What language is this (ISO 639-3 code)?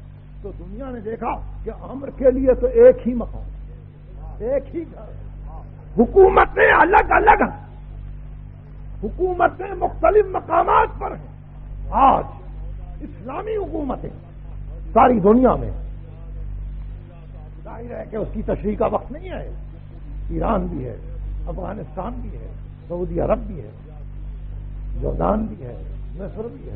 urd